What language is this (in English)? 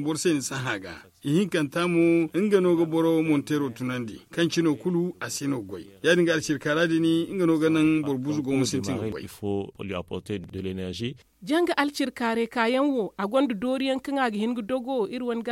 Zarma